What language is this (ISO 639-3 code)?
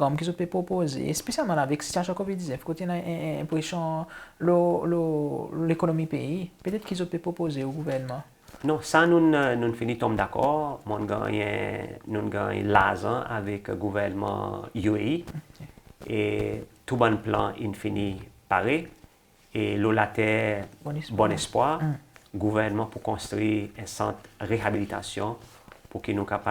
crs